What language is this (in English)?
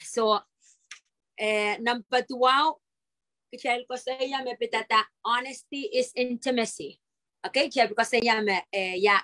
Pohnpeian